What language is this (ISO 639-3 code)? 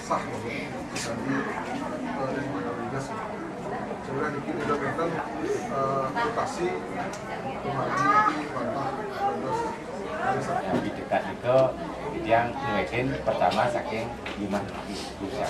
ban